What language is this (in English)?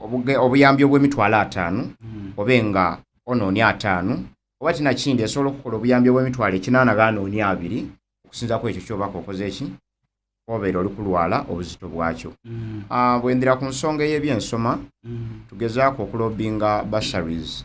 Soga